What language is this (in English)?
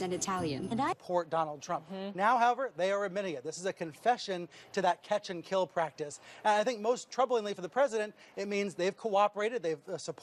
English